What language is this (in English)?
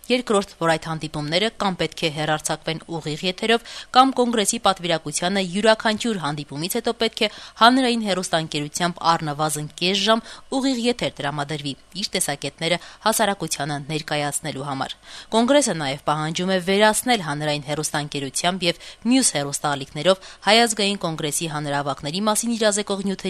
Armenian